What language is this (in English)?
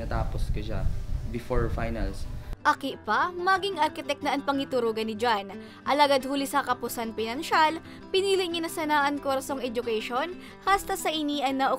Bikol